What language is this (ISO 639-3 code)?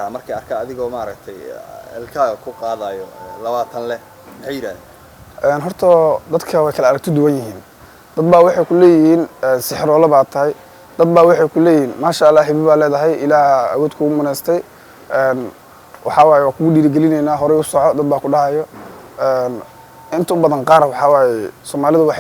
som